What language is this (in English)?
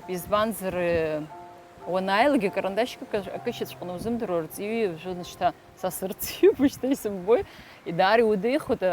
Abkhazian